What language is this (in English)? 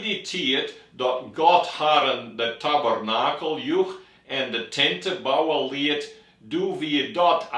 Western Frisian